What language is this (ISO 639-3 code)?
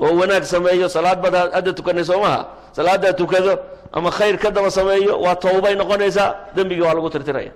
som